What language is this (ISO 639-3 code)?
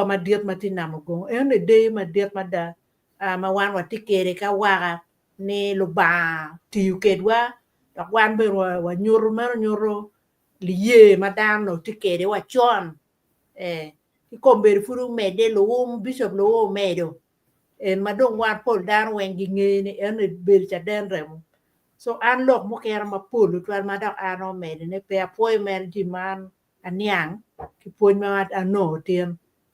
ach